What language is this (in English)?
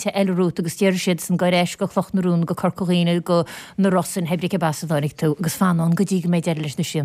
Irish